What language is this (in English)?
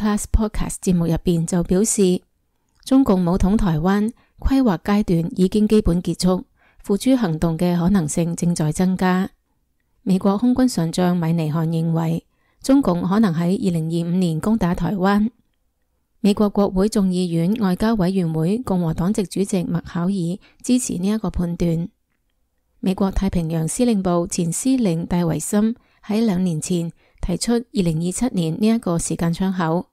Cantonese